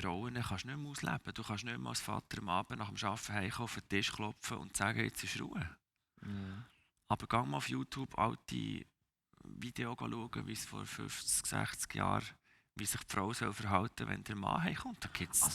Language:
Swiss German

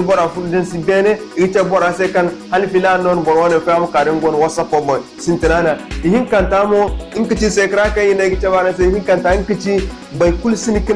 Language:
Zarma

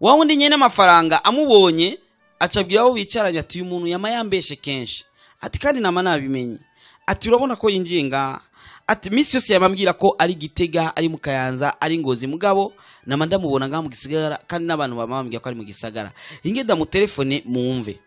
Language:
Rundi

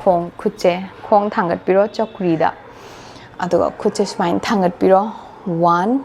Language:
Manipuri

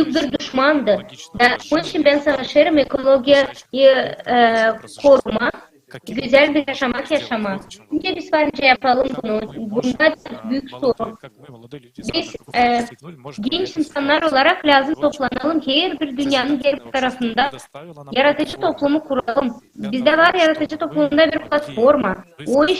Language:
Gagauz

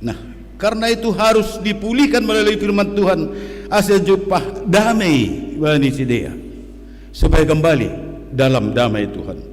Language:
Batak Simalungun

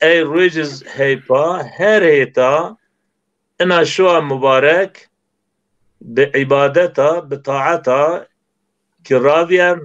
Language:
Zaza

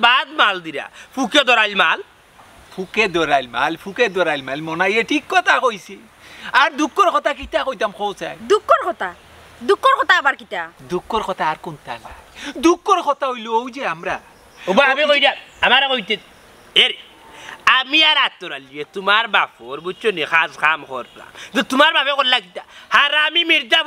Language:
Sylheti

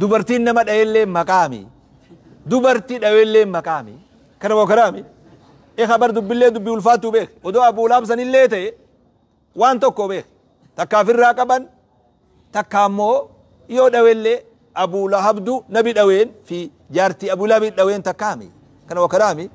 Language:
Oromo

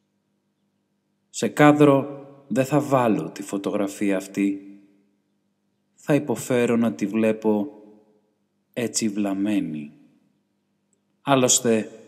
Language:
Greek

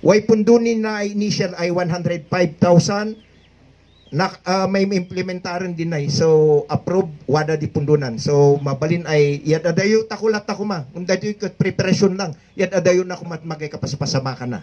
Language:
Kankanaey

